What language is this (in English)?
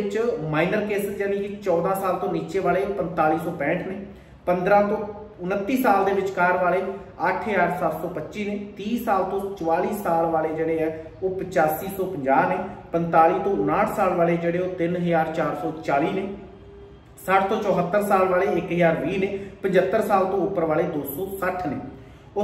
Punjabi